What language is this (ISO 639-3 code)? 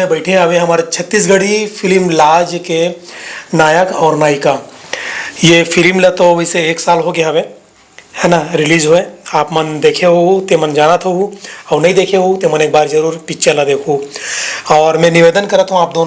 hne